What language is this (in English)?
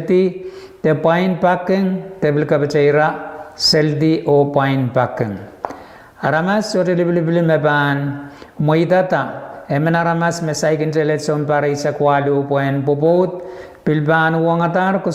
Pohnpeian